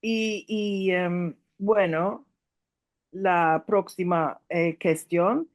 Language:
Ladino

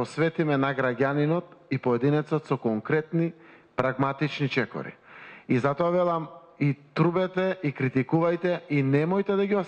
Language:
Macedonian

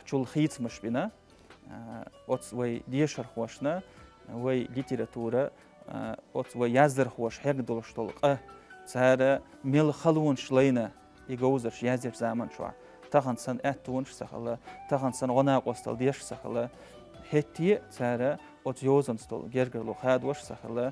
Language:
Chechen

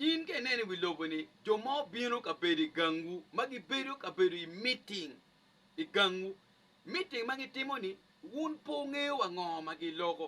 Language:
Acoli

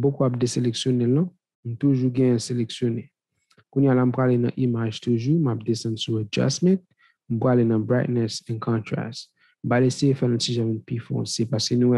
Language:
Haitian Creole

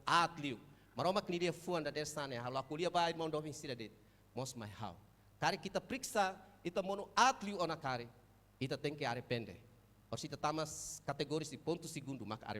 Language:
Tetum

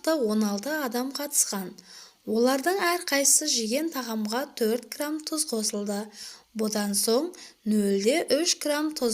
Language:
Kazakh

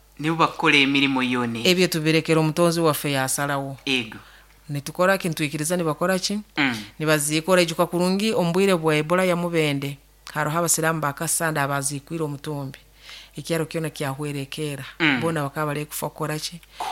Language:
Nyoro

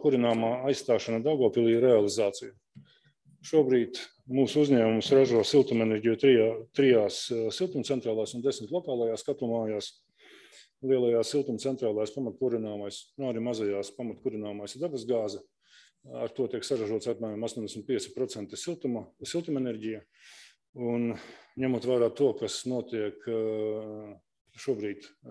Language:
Latvian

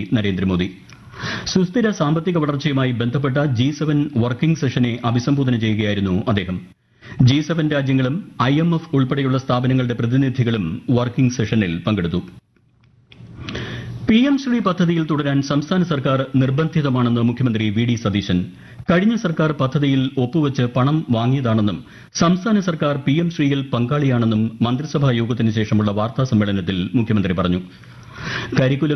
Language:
Malayalam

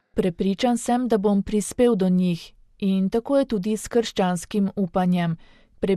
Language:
Slovenian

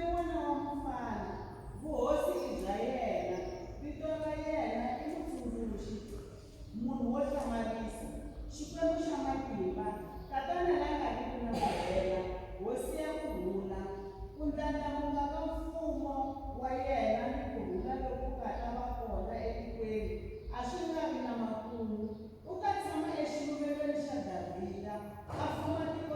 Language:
Tsonga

